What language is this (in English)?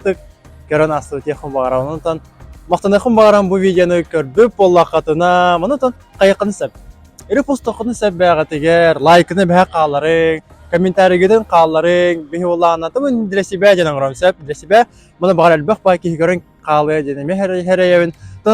Yakut